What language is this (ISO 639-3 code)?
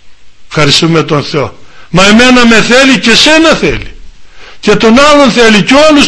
ell